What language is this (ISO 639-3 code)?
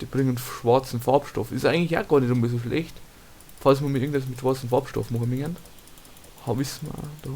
bar